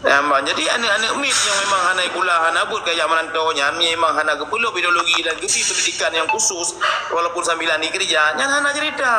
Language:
Achinese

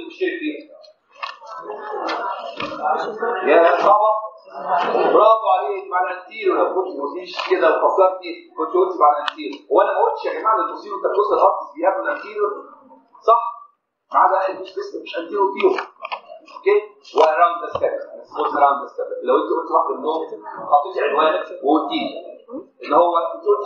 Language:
Egyptian Arabic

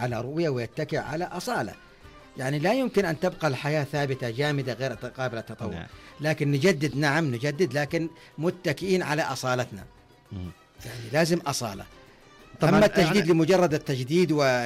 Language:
Najdi Arabic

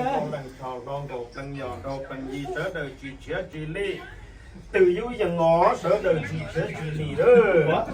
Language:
Hmong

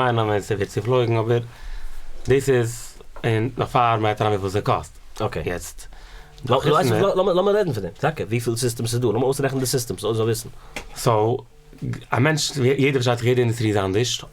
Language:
Yiddish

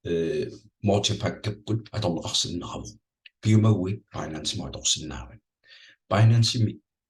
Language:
Kalaallisut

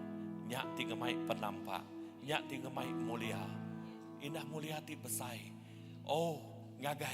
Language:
Iban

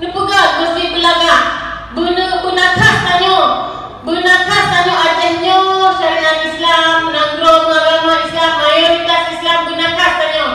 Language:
Achinese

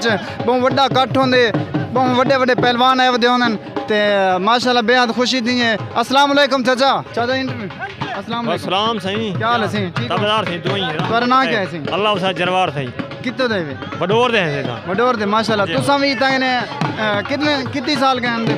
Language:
Saraiki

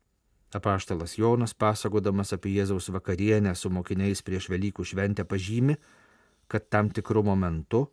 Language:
Lithuanian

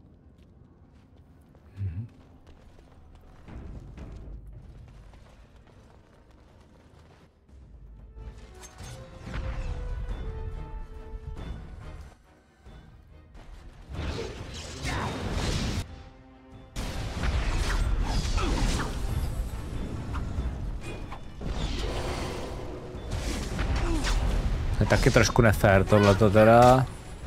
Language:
Czech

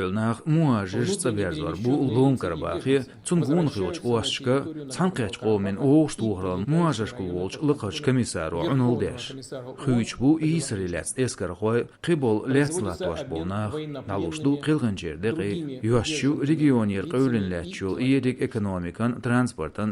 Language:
Chechen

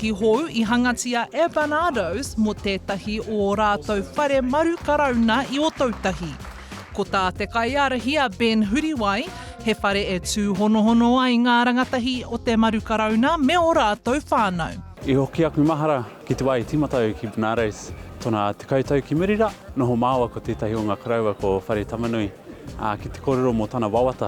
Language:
Māori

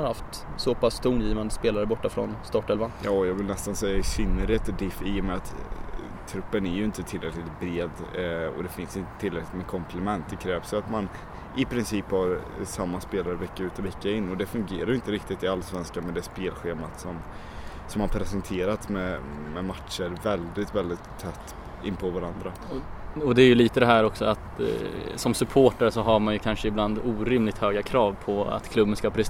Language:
Swedish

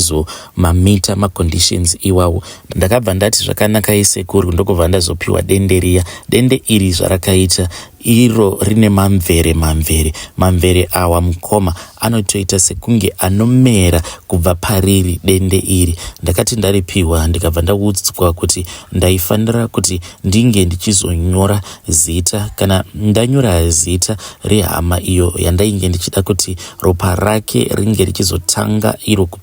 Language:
Shona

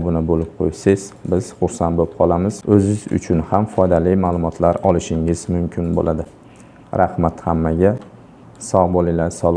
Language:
Uzbek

